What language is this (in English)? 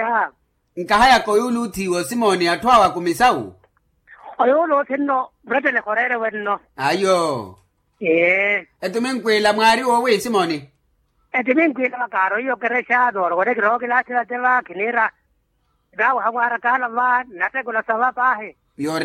Makhuwa